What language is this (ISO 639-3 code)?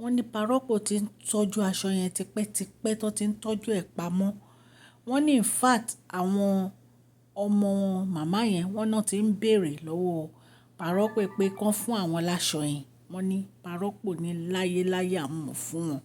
yor